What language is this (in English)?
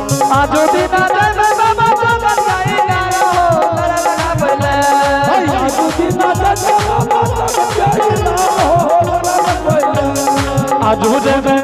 Angika